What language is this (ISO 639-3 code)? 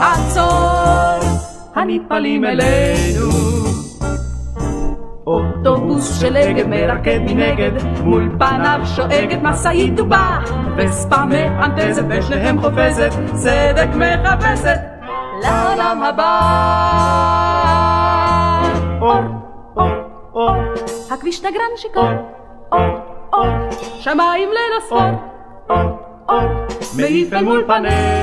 heb